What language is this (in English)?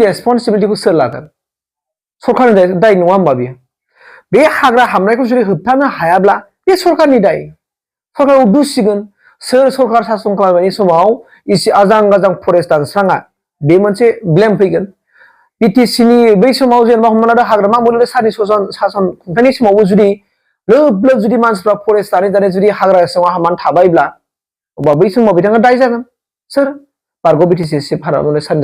Bodo